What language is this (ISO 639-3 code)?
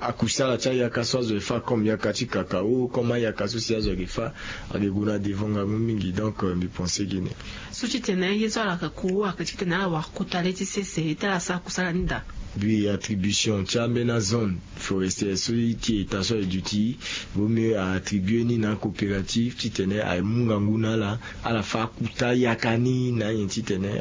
sag